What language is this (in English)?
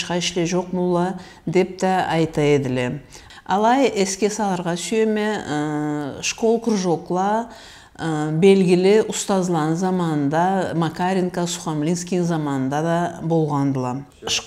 Karachay-Balkar